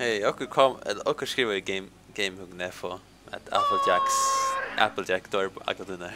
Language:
Faroese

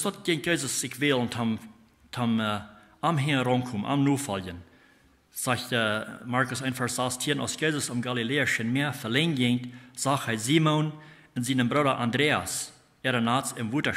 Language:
Plautdietsch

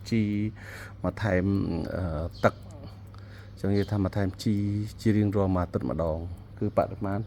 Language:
Khmer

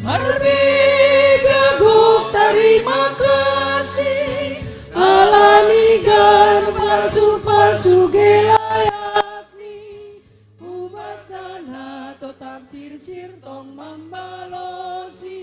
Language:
Batak Simalungun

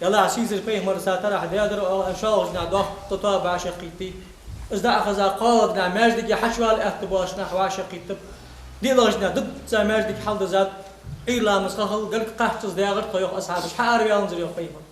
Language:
Ingush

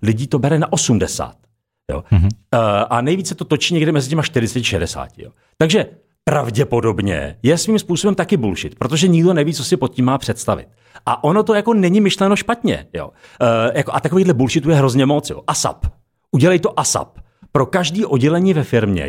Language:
Czech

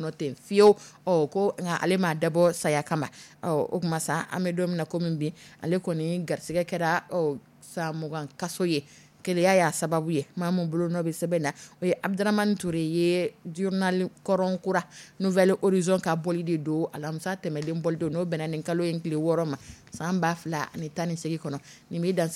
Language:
Dyula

